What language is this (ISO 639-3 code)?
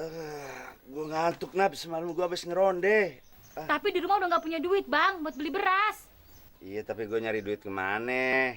bew